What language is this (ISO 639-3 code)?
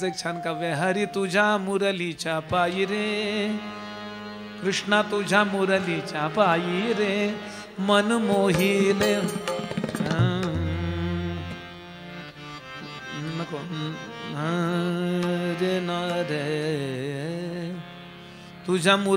mar